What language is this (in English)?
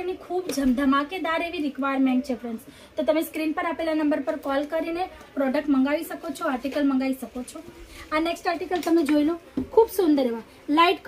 Gujarati